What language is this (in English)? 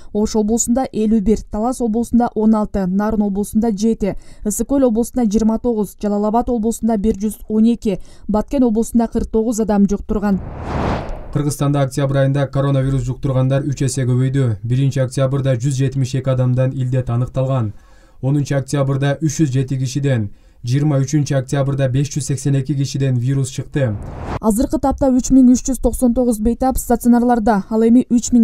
Kyrgyz